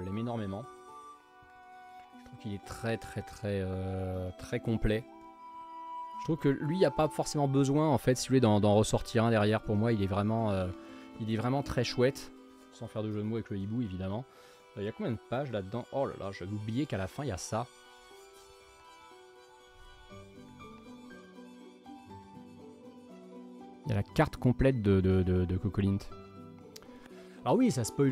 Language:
French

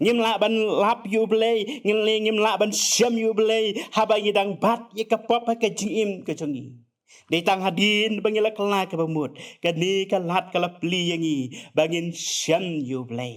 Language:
Khasi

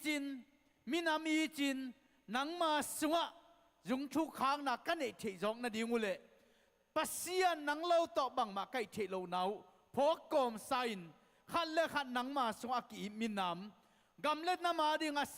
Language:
Tedim Chin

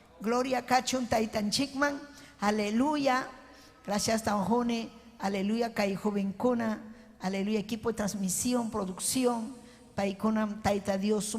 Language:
Ayacucho Quechua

